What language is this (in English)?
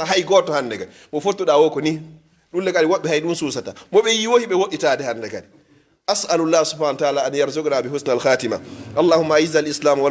Pular